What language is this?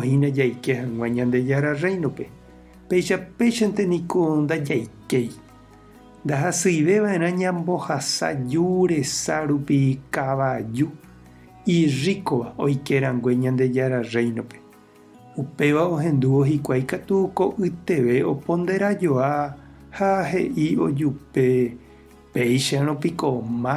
Guarani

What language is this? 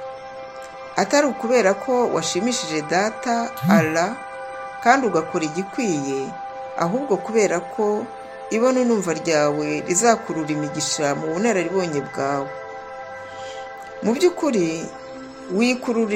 Kinyarwanda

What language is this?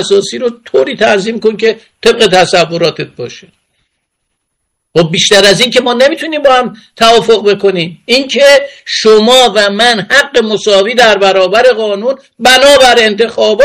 Persian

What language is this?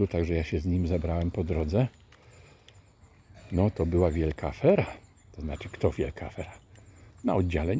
Polish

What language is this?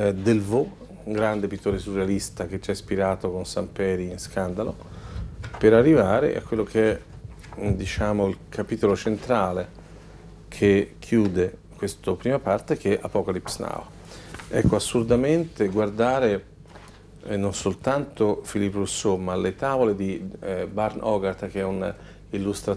Italian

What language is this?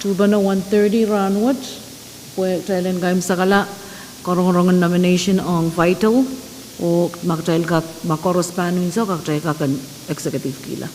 Pohnpeian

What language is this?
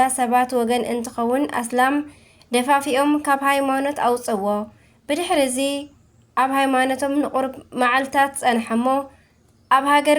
Tigrinya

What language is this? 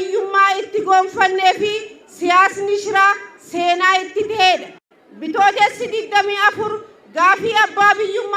Oromo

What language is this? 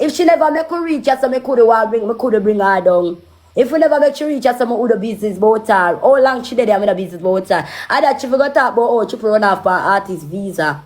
Jamaican Creole English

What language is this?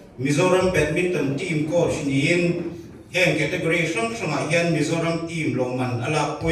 Mizo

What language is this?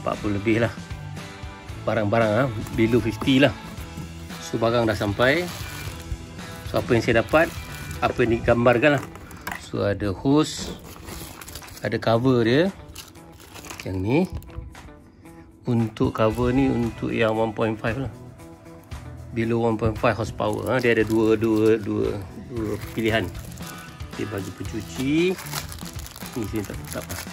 Malay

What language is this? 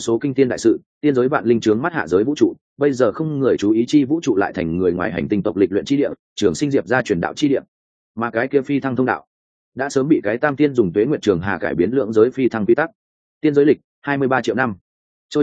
Vietnamese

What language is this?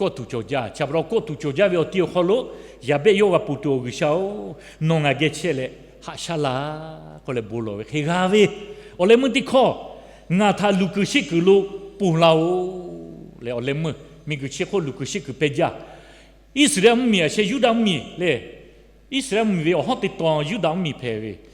Lahu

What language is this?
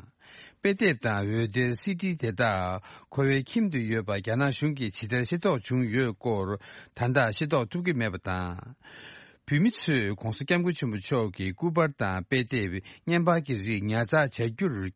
Tibetan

